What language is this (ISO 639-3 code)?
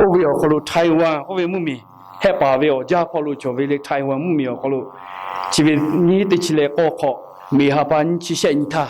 lhu